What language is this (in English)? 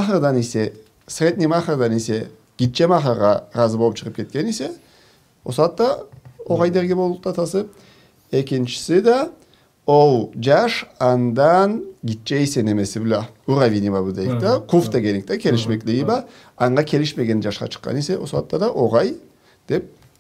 Karachay-Balkar